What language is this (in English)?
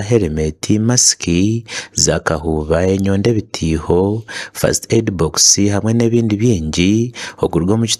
Nyankole